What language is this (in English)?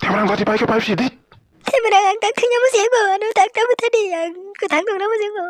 Kok Borok